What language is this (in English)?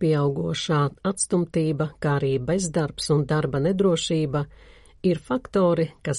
Latvian